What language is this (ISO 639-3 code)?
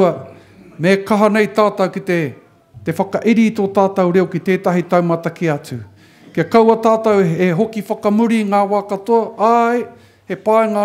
mri